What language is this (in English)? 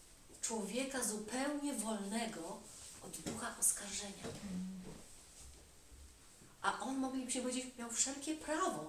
Polish